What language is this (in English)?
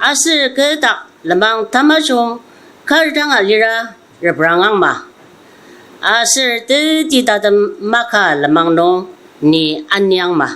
Ao Naga